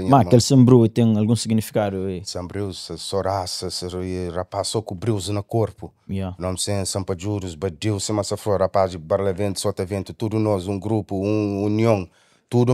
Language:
Kabuverdianu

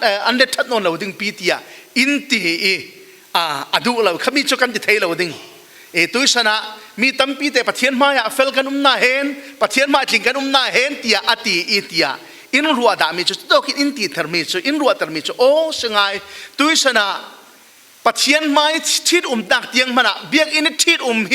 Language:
Falam Chin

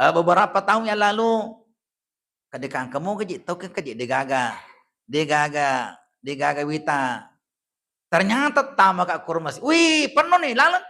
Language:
Buginese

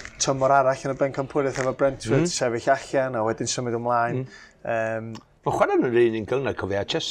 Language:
Welsh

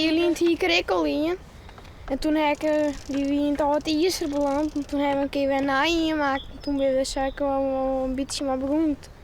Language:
Western Frisian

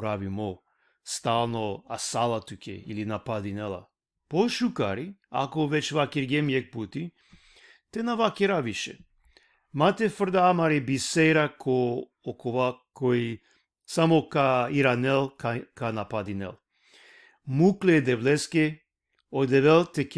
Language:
Balkan Romani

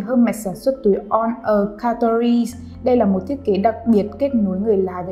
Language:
Vietnamese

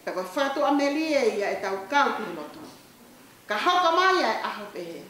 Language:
Tongan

